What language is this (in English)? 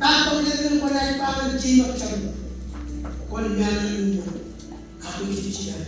Marshallese